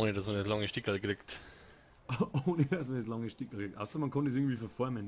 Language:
Bavarian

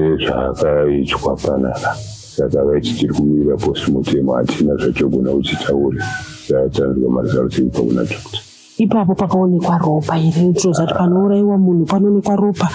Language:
Shona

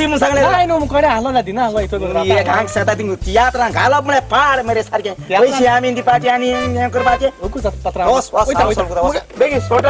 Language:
Konkani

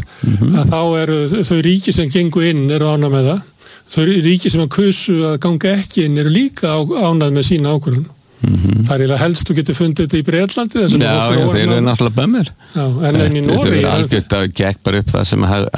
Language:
Icelandic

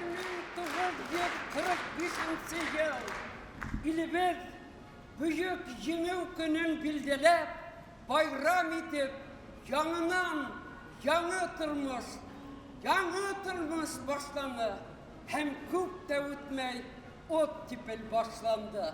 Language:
Bashkir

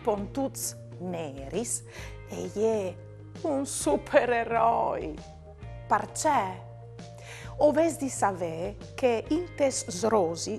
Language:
Friulian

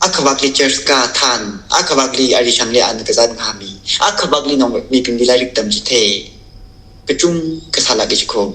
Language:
Tangkhul Naga (India)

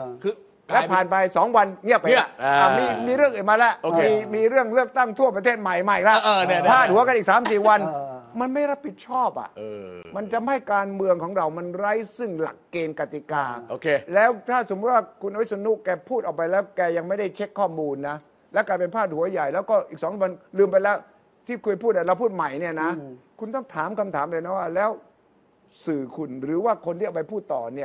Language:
Thai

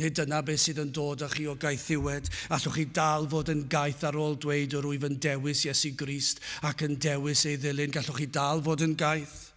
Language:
Welsh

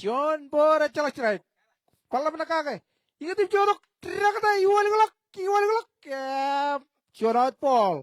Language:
Marshallese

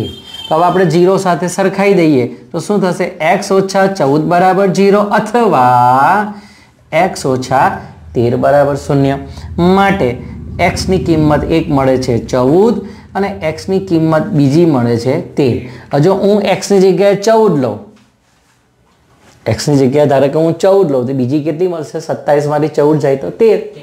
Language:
Gujarati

